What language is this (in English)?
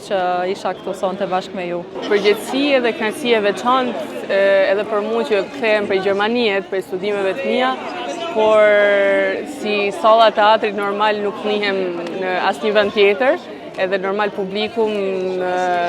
Albanian